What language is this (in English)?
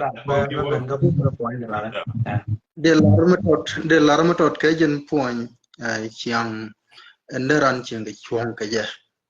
Nuer